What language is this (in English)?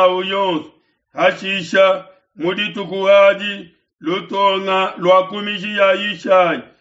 Luba-Lulua